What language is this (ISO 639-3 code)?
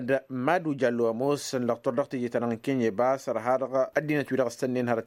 taq